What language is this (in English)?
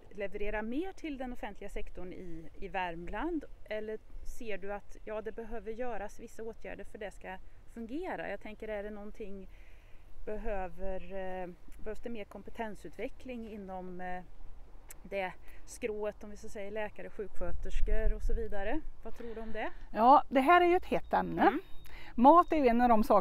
Swedish